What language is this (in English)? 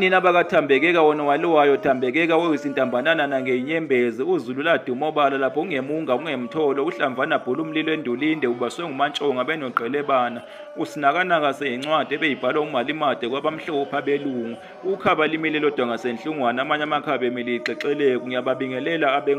Zulu